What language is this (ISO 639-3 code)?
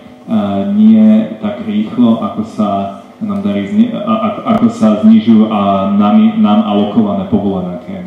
slk